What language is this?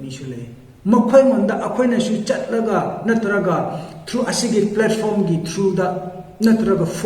Manipuri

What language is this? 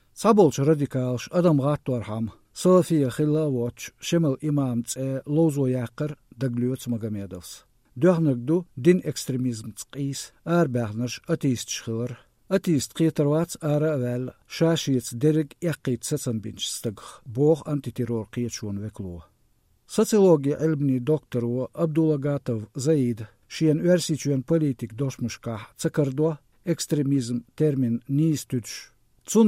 Chechen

